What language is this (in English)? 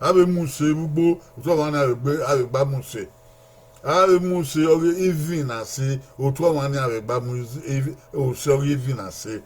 Bini